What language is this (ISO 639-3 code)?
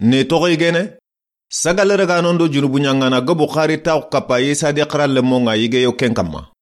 snk